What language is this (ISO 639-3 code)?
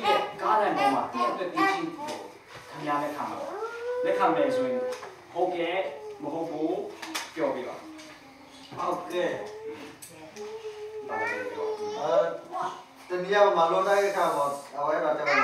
mya